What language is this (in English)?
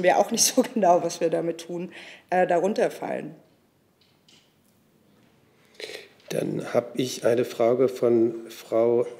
German